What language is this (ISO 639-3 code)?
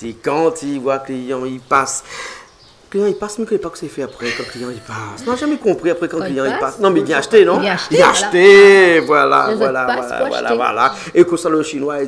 rcf